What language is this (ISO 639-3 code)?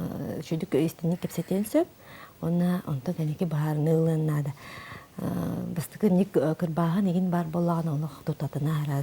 sah